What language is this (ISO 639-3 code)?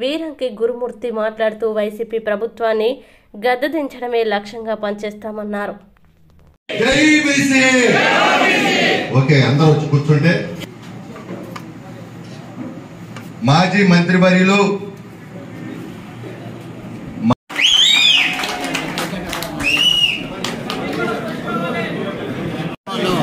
tel